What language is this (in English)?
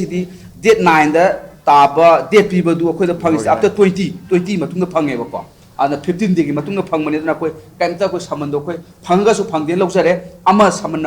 Manipuri